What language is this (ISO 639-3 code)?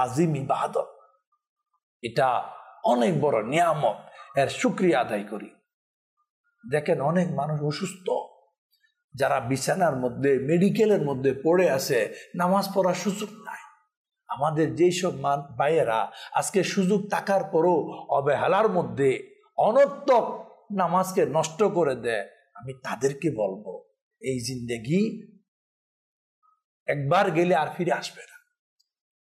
ben